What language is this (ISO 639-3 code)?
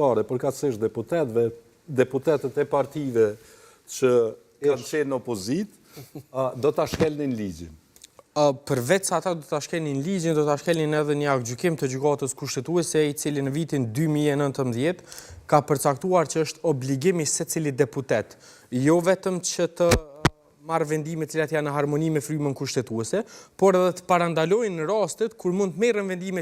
sqi